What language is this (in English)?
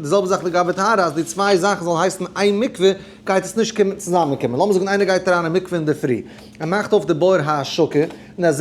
Yiddish